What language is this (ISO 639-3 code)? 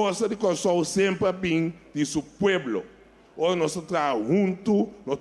pap